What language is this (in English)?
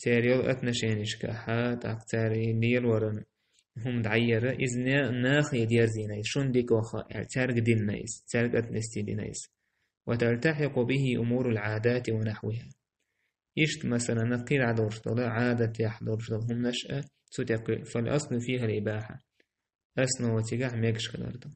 Chechen